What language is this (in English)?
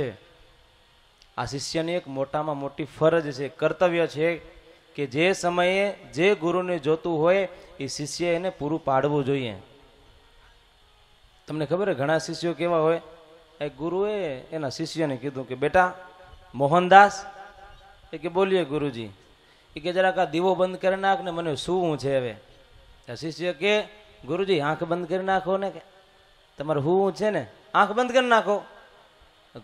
Gujarati